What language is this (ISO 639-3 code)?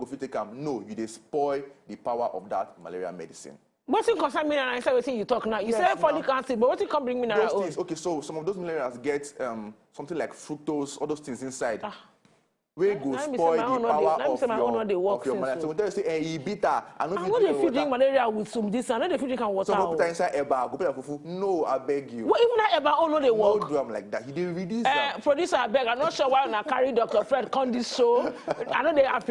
pcm